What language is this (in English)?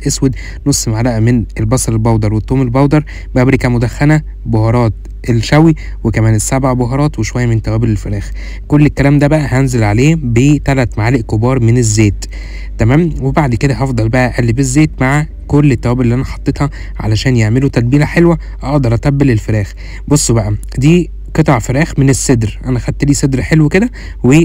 Egyptian Arabic